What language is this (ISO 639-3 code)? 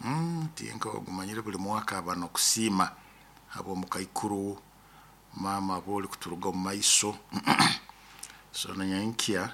nyo